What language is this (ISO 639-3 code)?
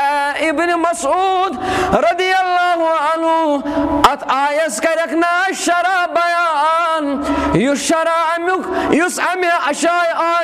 kas